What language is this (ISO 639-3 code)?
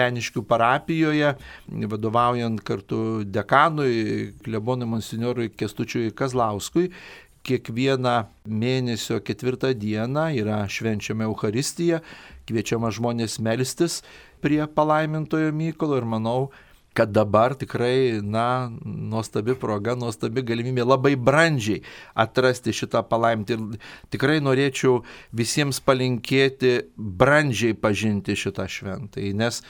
lit